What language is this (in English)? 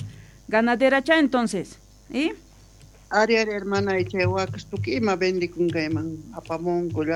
South Bolivian Quechua